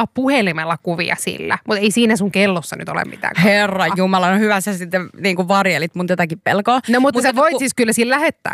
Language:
Finnish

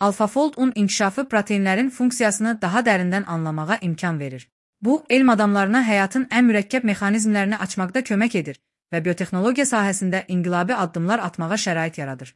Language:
Azerbaijani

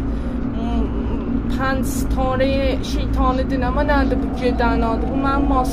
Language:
South Azerbaijani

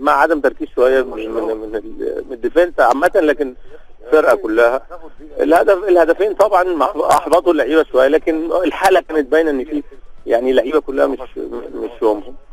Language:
Egyptian Arabic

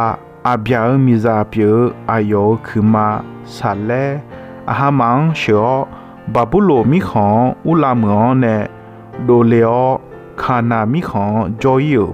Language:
Akha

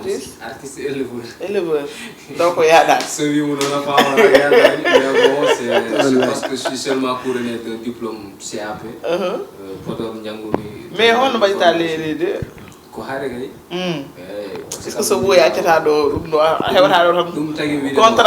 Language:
Fula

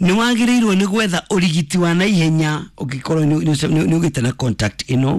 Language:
Kikuyu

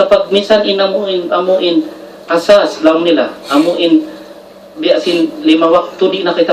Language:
Tausug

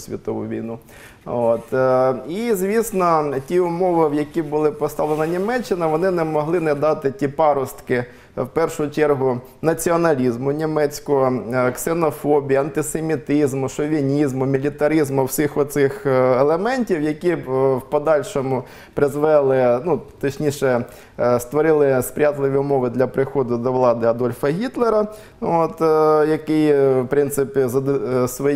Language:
Ukrainian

